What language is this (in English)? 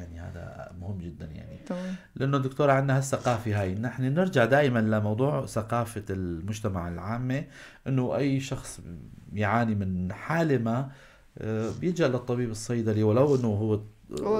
North Levantine Arabic